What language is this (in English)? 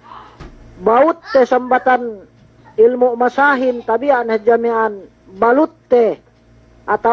Yakan